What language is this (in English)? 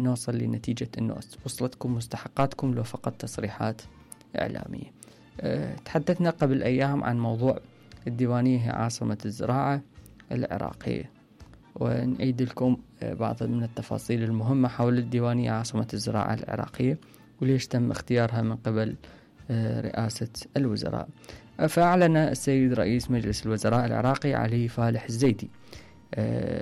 Mesopotamian Arabic